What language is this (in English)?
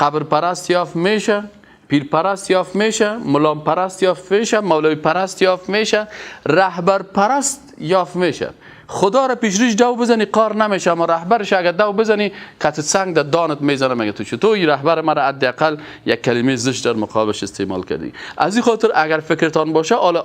Persian